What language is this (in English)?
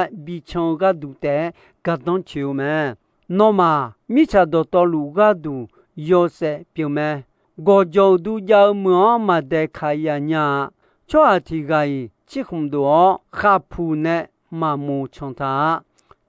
Akha